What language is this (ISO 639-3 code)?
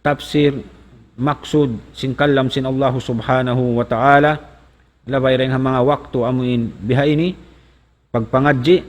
tsg